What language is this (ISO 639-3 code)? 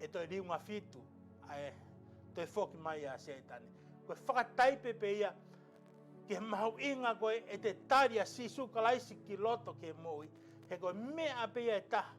ton